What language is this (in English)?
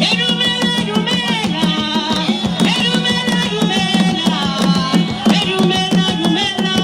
Northern Sotho